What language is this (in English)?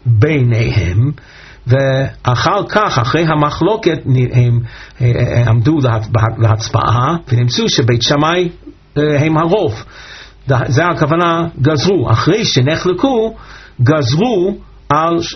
Hebrew